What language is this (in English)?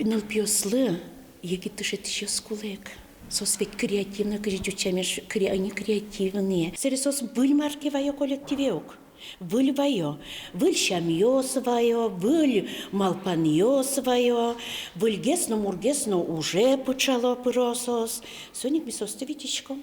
Udmurt